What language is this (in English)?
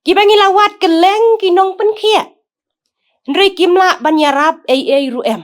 Khasi